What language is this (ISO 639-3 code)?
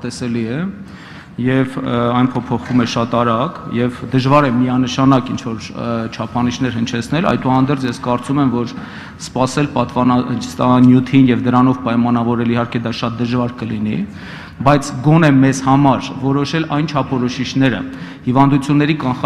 hye